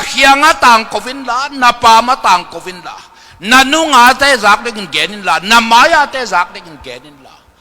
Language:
Tedim Chin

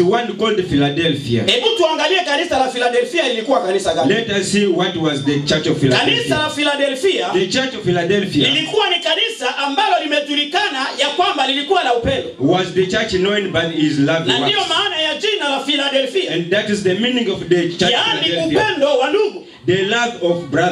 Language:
Swahili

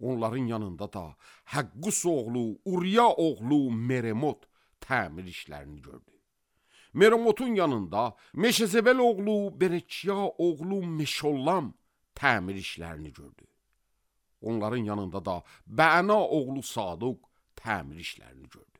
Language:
Azerbaijani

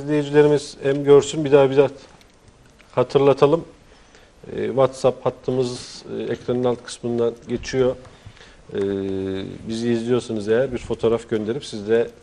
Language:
Turkish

